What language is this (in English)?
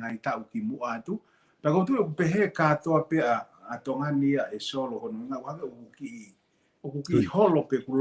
Tongan